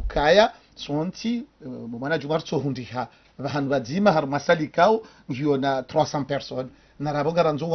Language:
Ngazidja Comorian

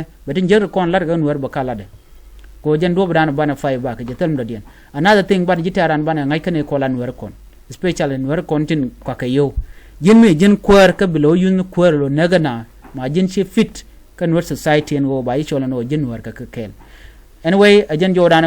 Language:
Nuer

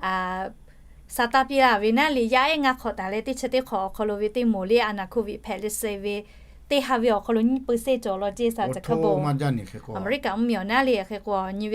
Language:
Lahu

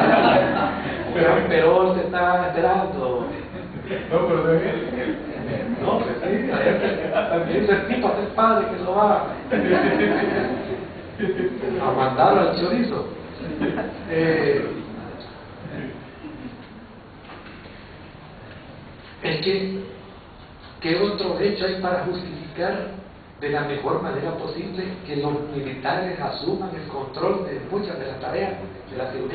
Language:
Spanish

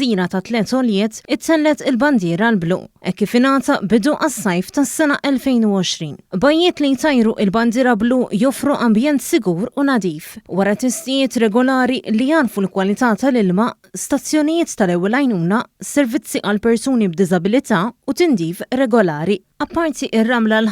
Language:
Maltese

